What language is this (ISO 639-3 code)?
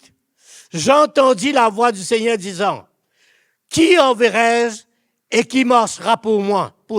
mfe